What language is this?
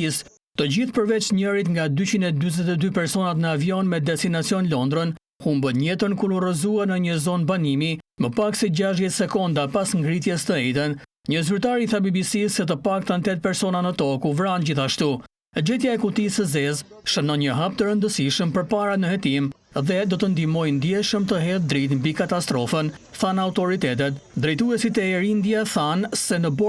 Albanian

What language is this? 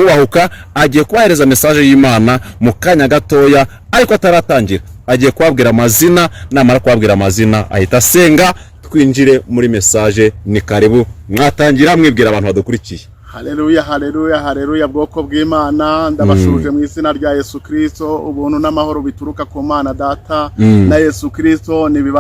Kinyarwanda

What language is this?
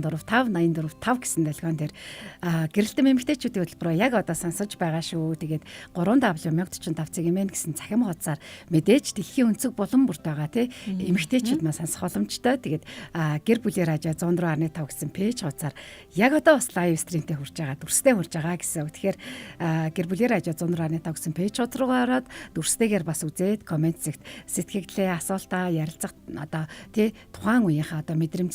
Mongolian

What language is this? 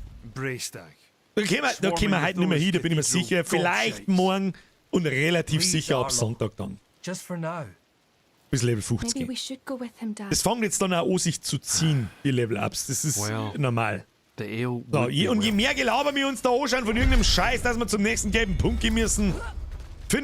Bavarian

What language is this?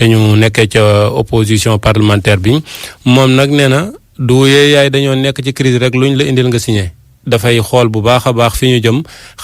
Wolof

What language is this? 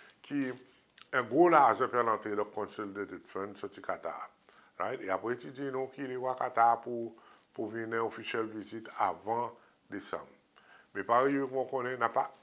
Seselwa Creole French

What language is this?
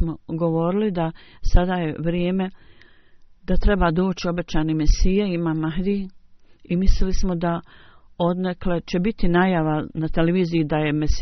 Bosnian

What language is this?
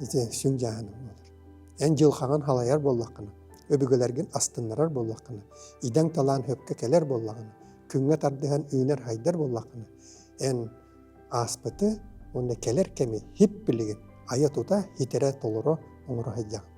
Yakut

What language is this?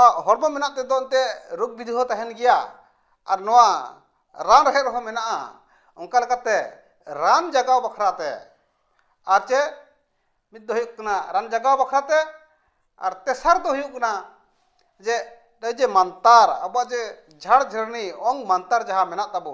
Santali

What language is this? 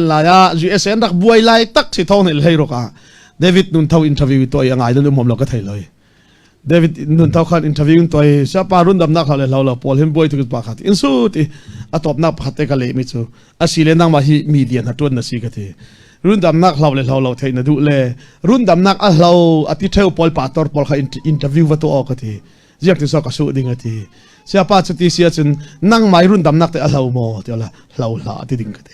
Falam Chin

